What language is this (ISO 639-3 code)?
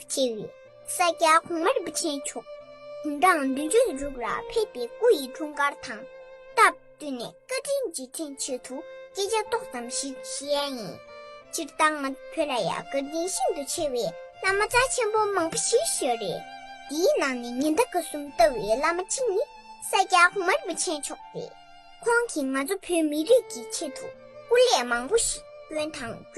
bod